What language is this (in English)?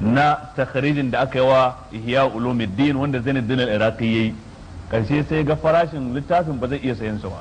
Hausa